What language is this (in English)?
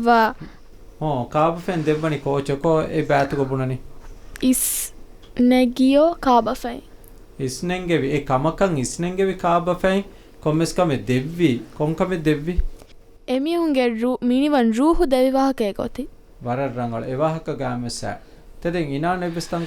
Divehi